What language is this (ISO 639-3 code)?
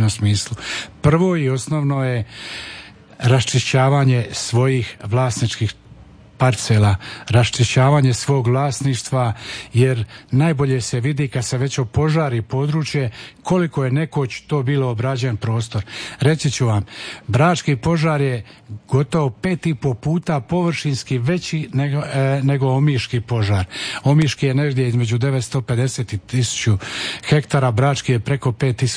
hrv